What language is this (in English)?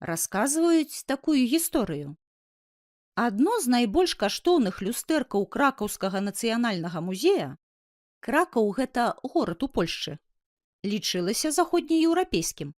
Belarusian